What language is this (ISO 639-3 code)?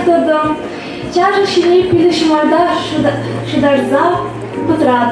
chv